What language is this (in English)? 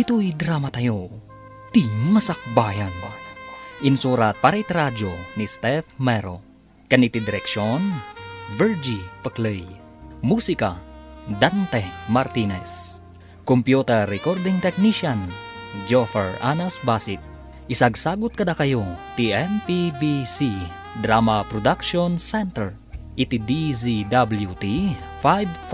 Iloko